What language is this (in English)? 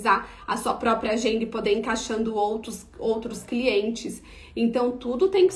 Portuguese